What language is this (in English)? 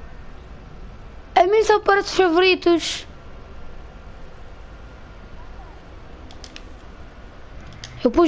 Portuguese